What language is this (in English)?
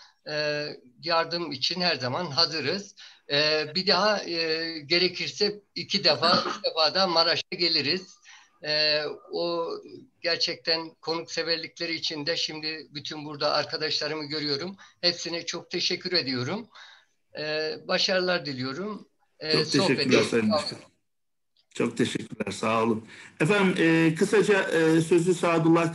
Turkish